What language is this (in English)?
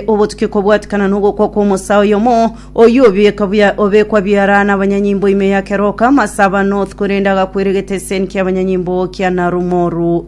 Gusii